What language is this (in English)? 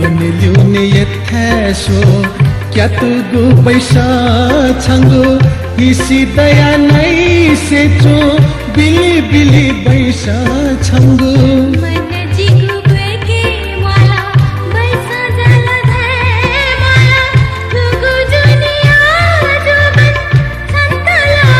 Newari